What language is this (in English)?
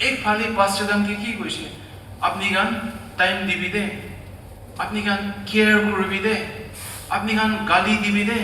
Naga Pidgin